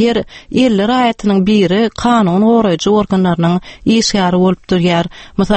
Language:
Turkmen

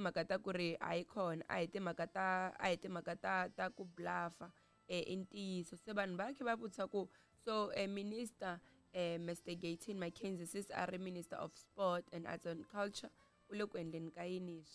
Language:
Tsonga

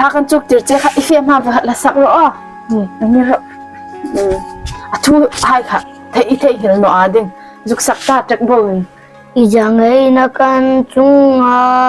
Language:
Hmar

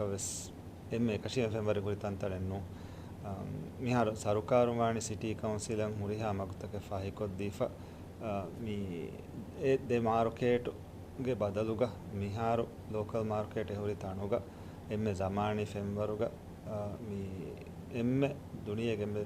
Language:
Divehi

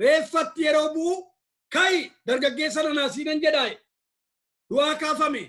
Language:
Oromo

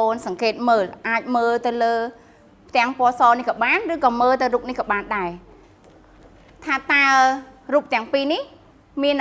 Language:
Khmer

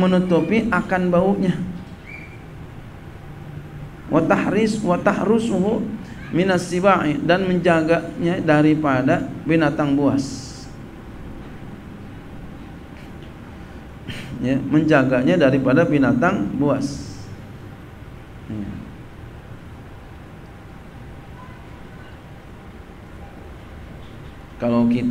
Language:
Indonesian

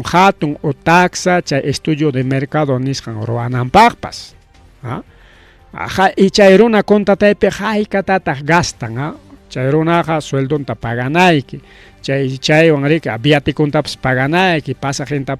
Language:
Ayacucho Quechua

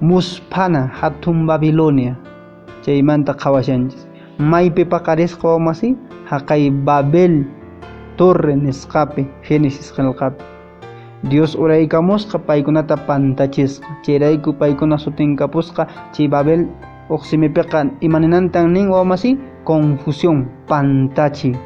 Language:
Quechua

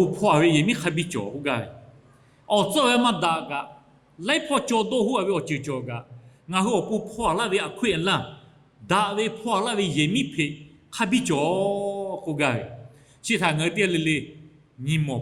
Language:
Lahu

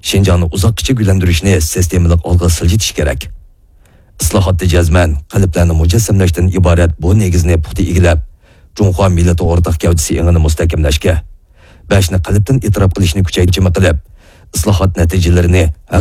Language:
Uyghur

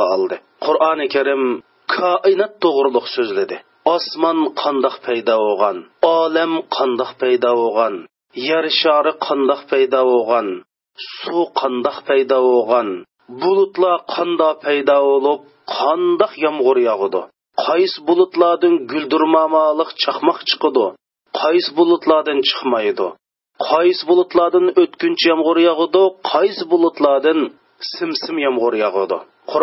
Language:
Uyghur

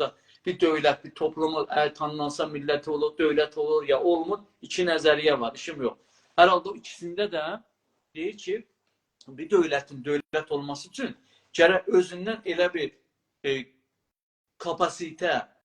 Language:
South Azerbaijani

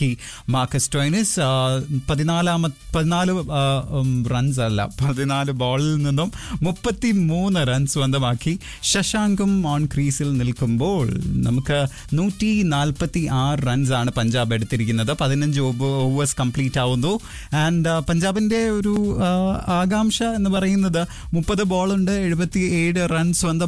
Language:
Malayalam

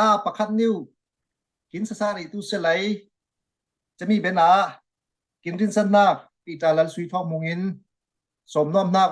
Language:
Falam Chin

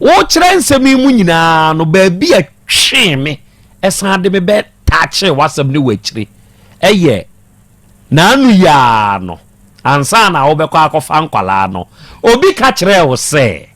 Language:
Akan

